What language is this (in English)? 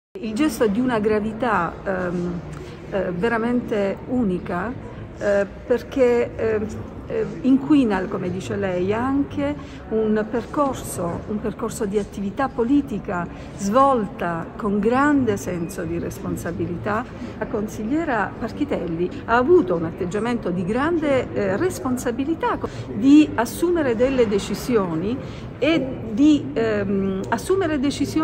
Italian